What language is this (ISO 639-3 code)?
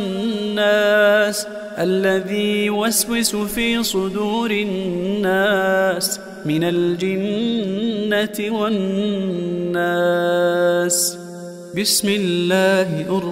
ara